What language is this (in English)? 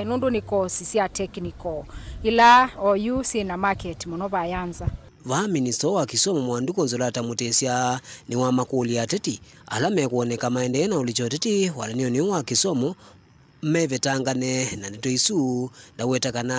Kamba